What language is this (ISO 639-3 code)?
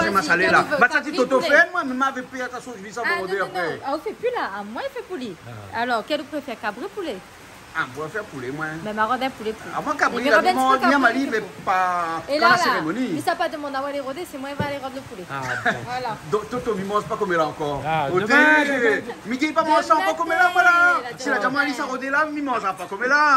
rcf